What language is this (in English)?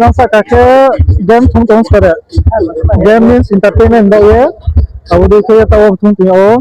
Riang (India)